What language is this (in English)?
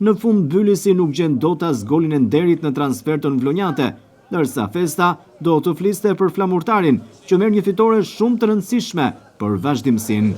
Albanian